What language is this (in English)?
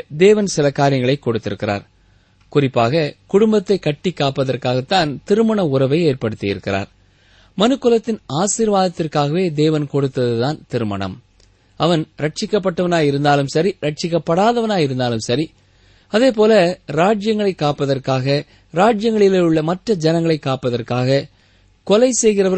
Tamil